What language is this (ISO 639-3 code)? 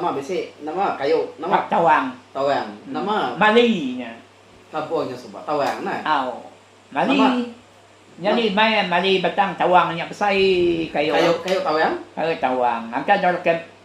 iba